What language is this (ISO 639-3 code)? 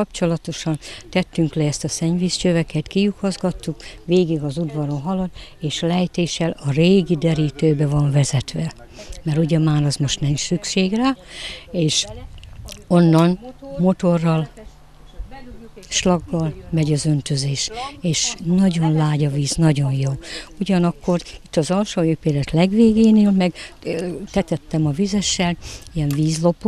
hun